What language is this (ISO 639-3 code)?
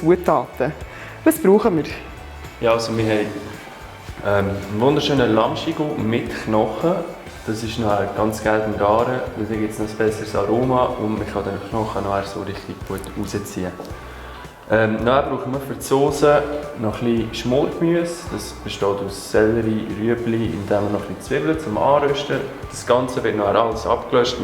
gsw